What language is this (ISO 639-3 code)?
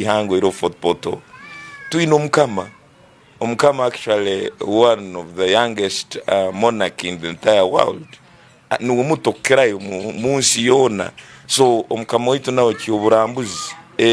ttj